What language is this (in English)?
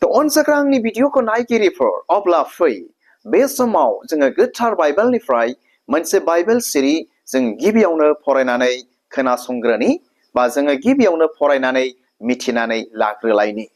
Bodo